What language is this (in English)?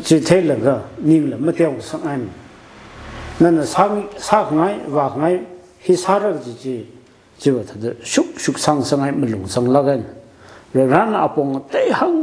Tangkhul Naga (India)